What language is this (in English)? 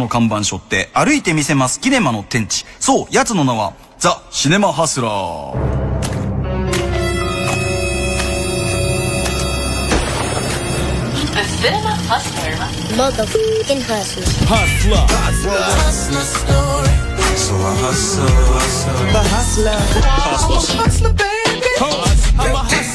Japanese